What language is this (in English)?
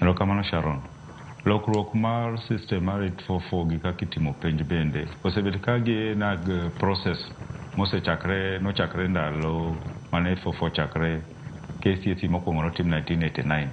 Luo (Kenya and Tanzania)